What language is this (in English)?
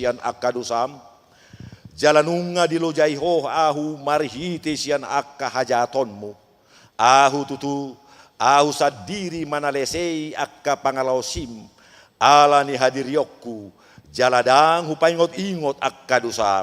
Batak Toba